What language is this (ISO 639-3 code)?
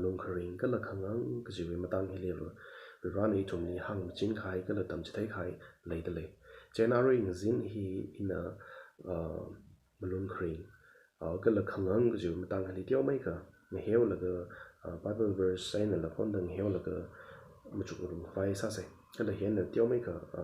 nmf